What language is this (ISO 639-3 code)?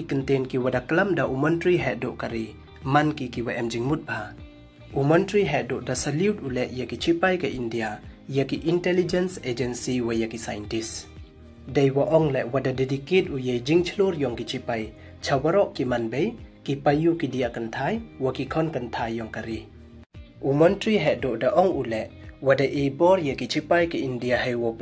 pbv